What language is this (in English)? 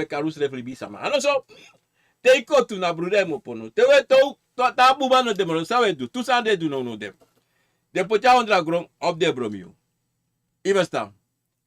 Sranan Tongo